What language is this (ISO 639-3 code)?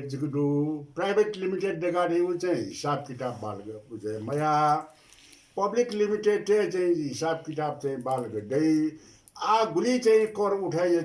new